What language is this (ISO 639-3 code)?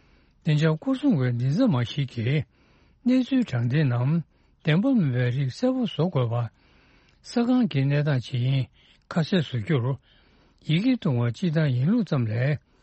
bod